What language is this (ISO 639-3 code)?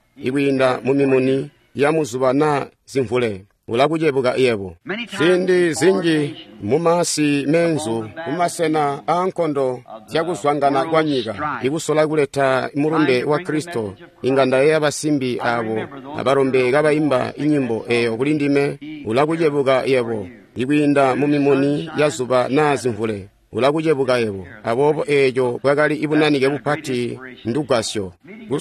toi